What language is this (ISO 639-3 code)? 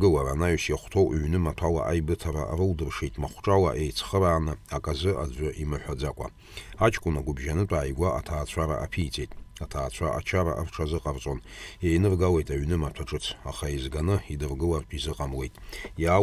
abk